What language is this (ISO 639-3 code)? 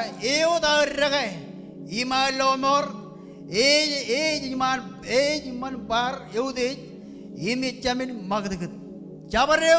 mah